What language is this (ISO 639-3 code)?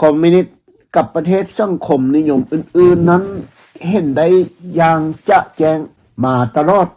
lao